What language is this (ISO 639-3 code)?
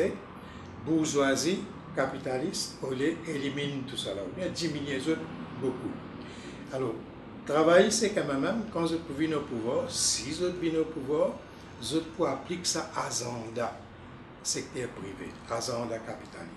mfe